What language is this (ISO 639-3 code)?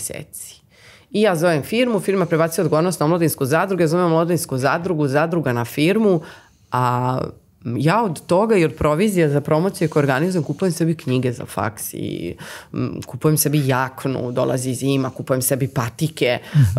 srp